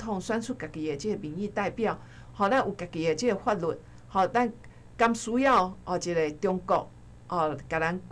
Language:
Min Nan Chinese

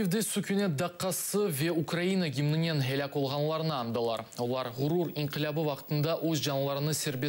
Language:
Crimean Tatar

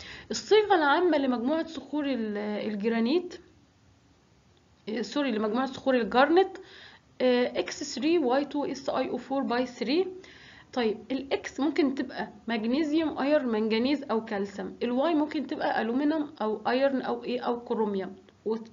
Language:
Egyptian Arabic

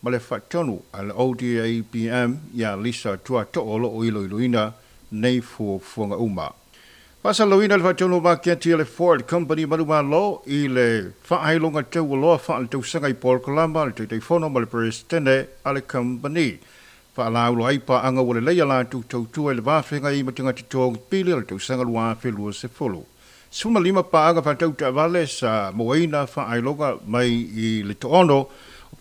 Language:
Samoan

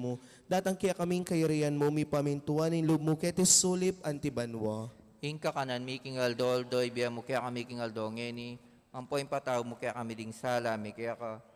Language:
Pampanga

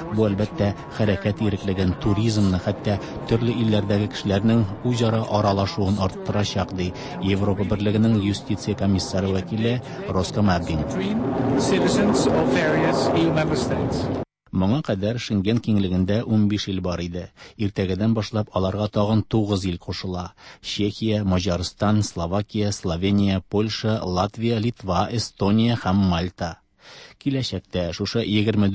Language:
Tatar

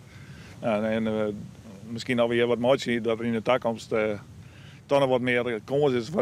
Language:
Western Frisian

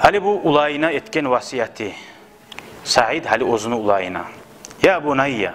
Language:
Kumyk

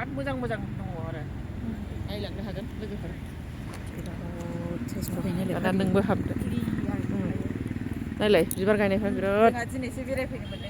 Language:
Bodo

